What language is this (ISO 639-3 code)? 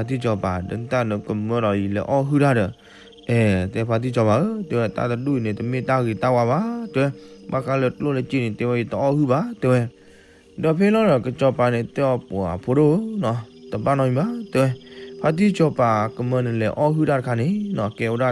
ksw